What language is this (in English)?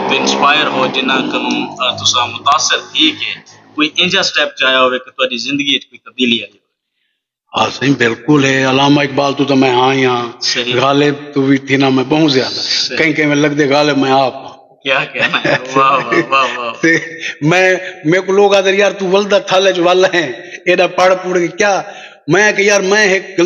Saraiki